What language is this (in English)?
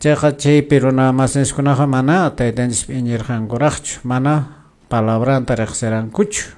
Quechua